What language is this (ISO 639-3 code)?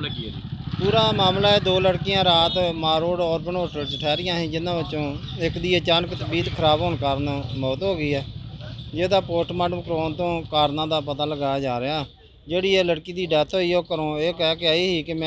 pan